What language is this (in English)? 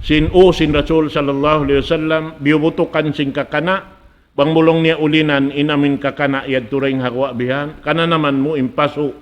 Tausug